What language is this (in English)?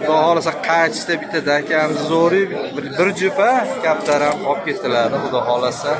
Uzbek